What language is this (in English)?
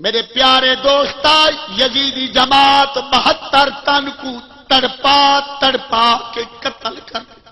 Saraiki